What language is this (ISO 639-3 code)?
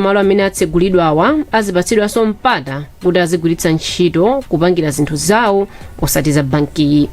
nya